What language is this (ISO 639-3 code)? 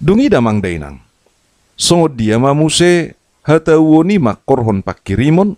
bbc